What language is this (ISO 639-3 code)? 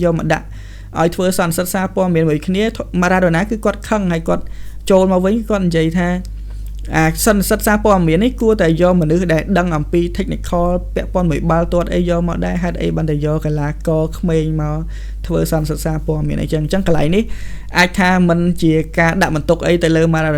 khm